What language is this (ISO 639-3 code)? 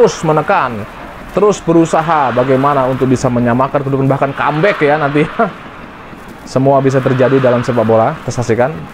ind